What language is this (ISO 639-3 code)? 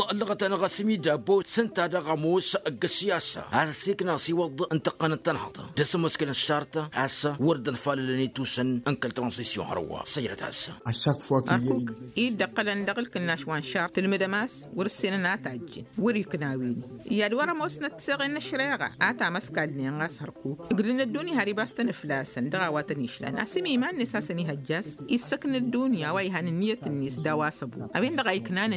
taq